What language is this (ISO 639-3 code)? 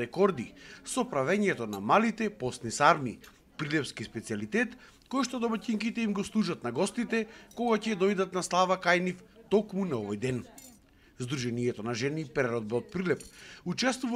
mkd